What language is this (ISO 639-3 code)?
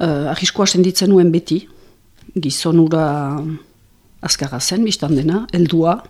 eus